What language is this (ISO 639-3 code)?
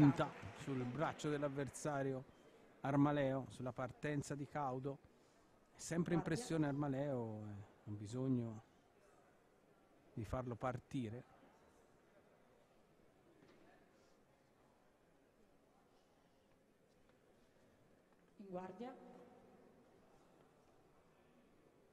ita